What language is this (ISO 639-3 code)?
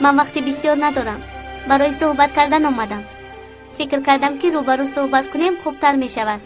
tgk